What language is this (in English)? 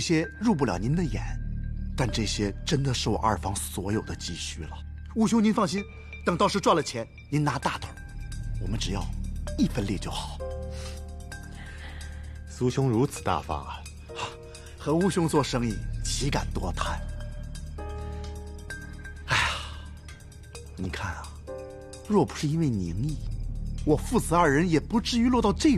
Chinese